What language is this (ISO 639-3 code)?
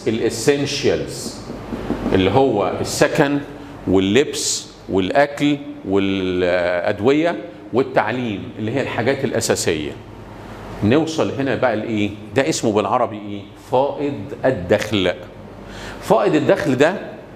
arz